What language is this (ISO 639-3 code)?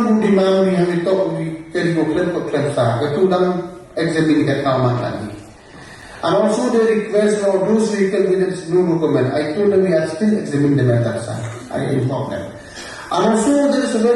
kha